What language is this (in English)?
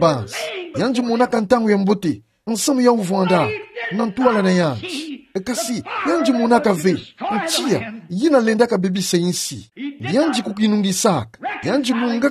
Kituba (Democratic Republic of Congo)